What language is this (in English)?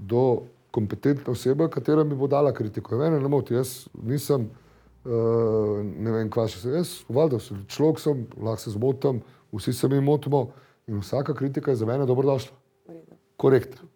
Slovenian